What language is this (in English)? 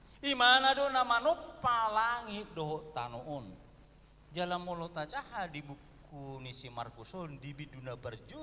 Batak Toba